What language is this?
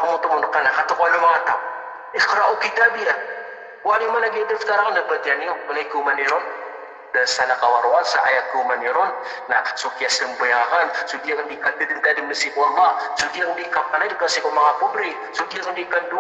Maranao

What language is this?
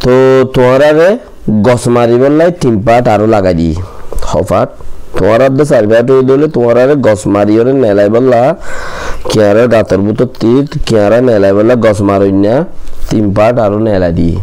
Rohingya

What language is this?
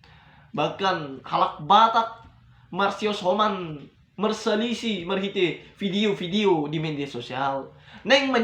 Batak Toba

